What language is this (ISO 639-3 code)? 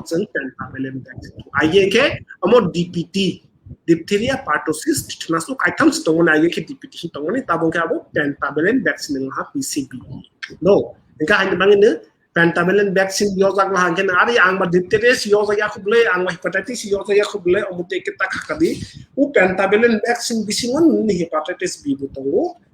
trp